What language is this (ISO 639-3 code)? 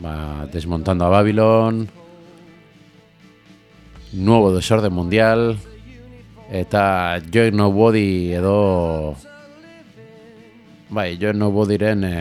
eus